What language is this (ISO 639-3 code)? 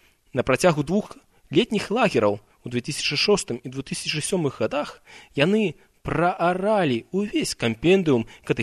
bel